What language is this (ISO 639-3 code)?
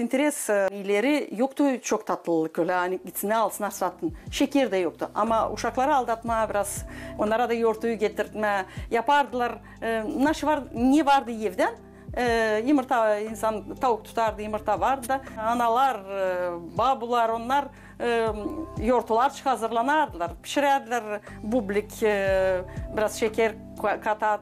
gag